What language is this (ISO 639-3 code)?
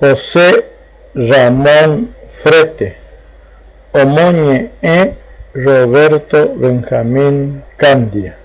grn